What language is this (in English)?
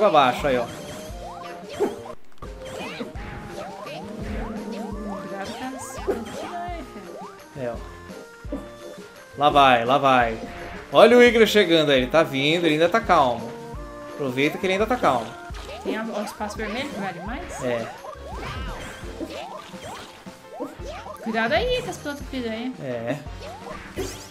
Portuguese